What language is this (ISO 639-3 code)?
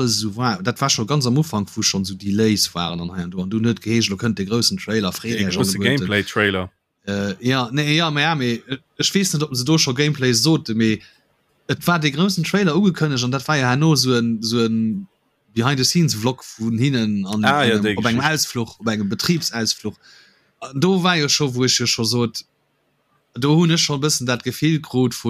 ltz